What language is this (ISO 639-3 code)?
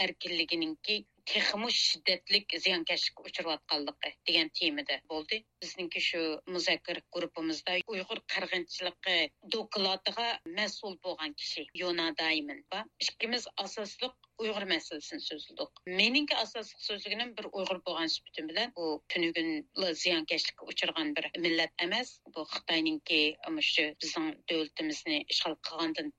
uig